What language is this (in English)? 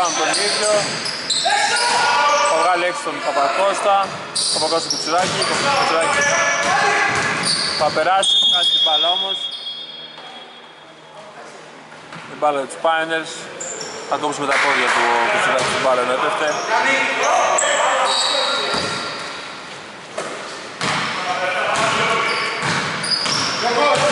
Greek